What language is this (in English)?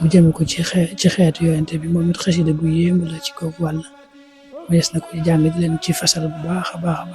Wolof